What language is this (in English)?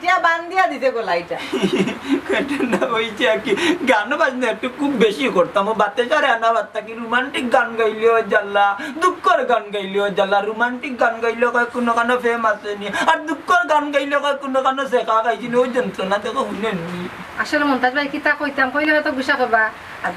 Sylheti